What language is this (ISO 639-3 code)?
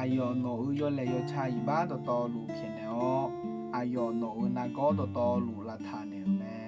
ahk